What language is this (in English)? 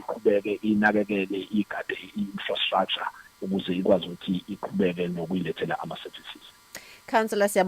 Zulu